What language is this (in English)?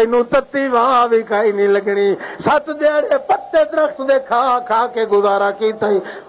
Western Panjabi